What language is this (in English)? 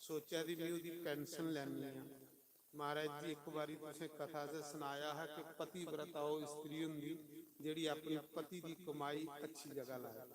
Dogri